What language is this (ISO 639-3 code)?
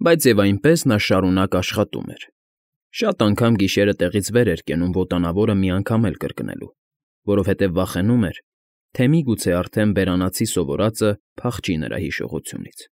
hye